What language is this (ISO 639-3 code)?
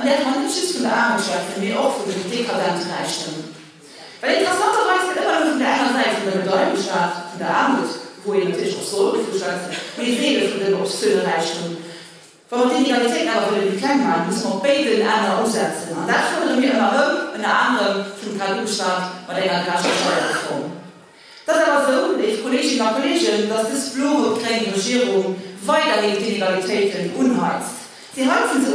ltz